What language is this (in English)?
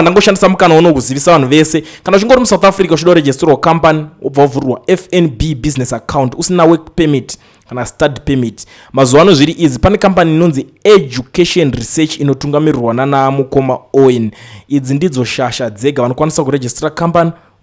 Shona